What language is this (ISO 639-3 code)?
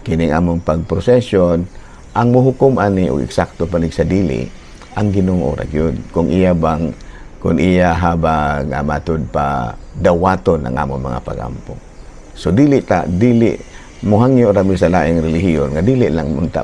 ceb